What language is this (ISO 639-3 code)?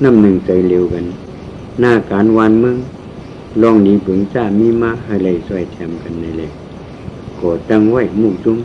shn